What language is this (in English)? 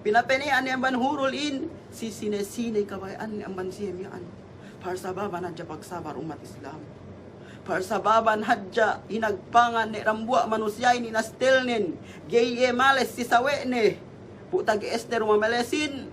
Yakan